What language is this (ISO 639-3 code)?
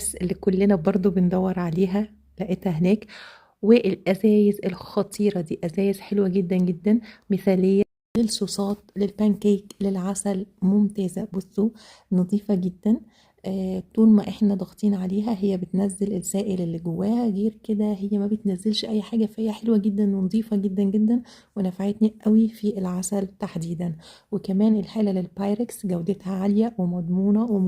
arz